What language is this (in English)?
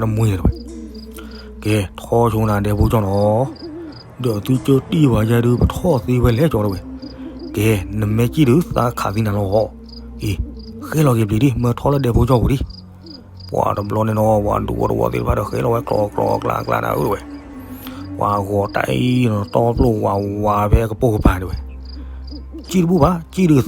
S'gaw Karen